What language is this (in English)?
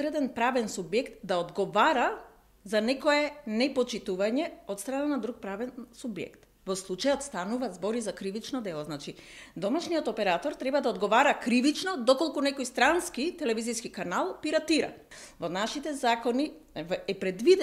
Macedonian